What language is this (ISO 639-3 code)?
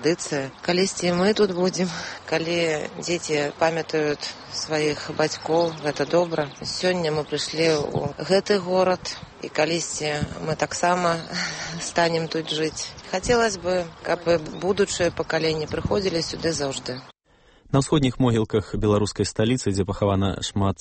bel